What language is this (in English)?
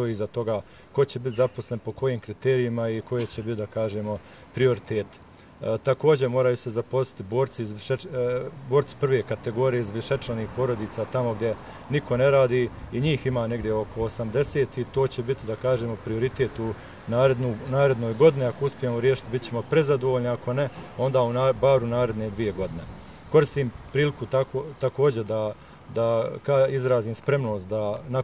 Bosnian